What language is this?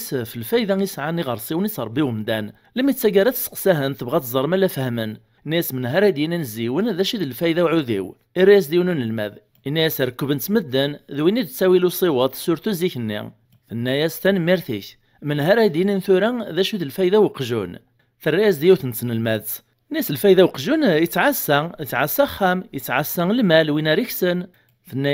Kabyle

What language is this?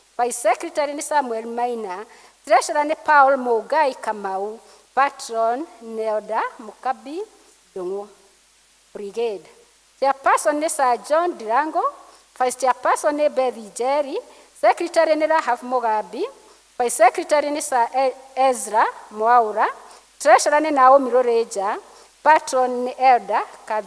Kikuyu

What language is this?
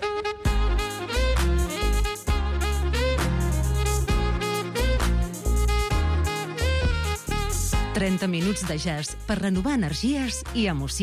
Catalan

